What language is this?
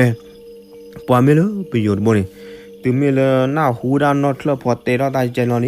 S'gaw Karen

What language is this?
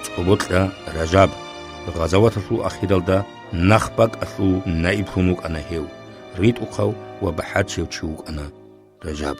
Avaric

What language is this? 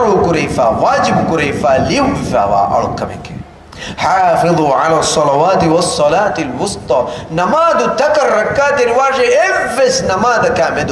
Divehi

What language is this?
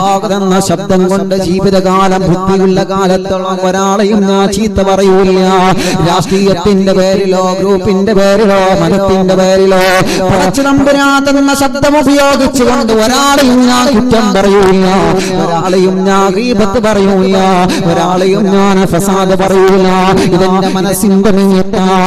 Malayalam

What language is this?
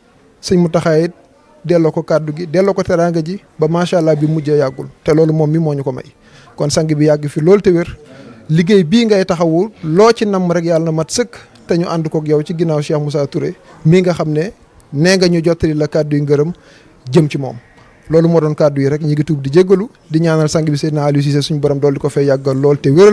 Wolof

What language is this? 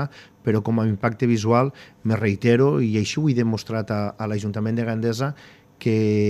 Catalan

